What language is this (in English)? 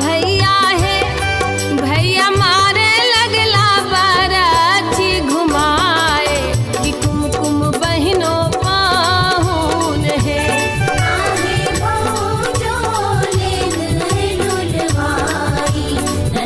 Maithili